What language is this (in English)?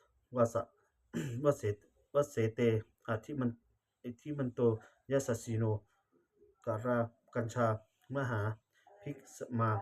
Pali